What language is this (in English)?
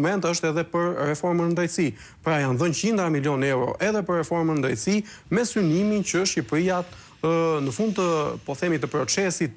Albanian